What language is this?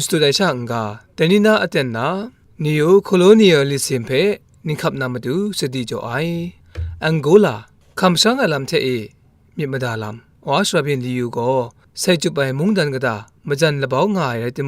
Kachin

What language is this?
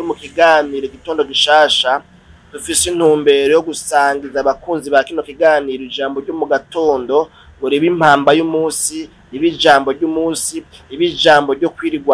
Rundi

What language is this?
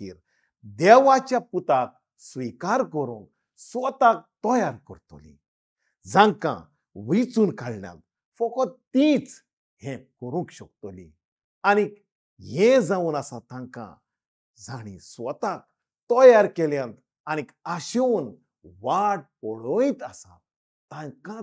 Konkani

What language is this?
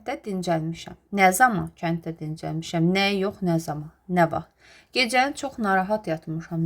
Azerbaijani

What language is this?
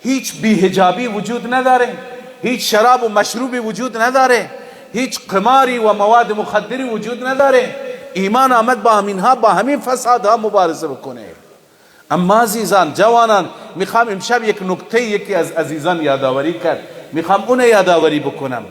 Persian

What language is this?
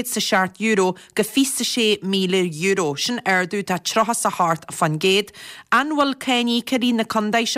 Irish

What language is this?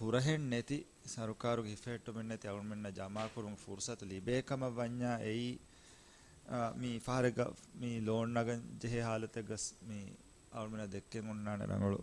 Divehi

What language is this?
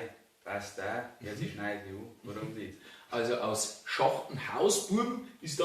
Bavarian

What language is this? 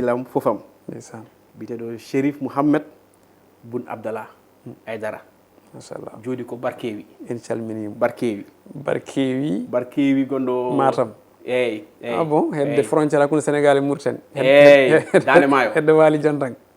Fula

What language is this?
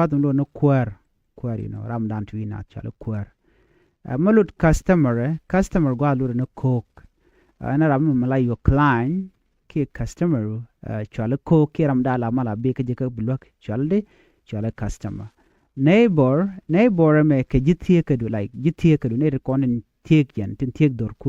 Nuer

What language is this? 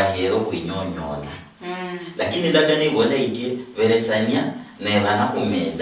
Luyia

